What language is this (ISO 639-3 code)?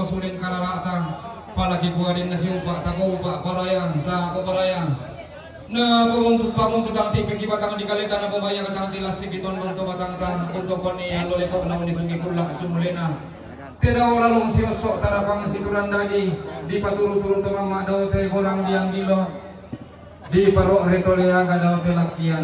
sda